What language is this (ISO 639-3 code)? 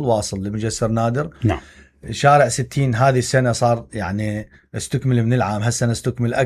acm